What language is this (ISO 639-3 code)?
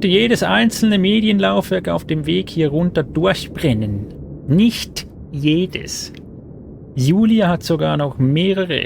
gsw